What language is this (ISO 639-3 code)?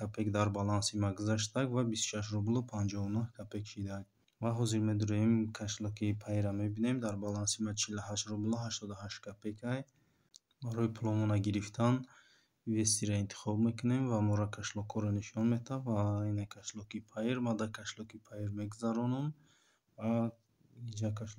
tgk